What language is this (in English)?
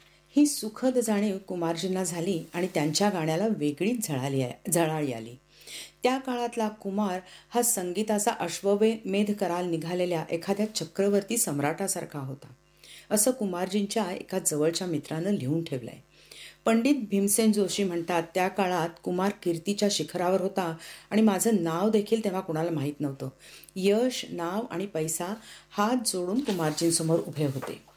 Marathi